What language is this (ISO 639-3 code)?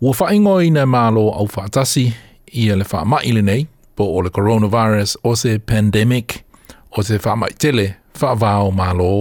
smo